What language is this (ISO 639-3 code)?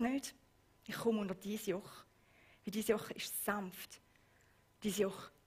gsw